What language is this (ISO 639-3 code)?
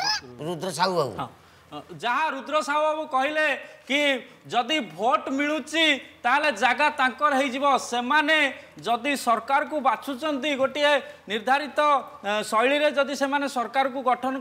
ori